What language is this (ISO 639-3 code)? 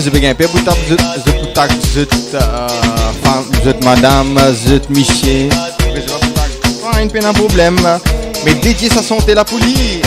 mfe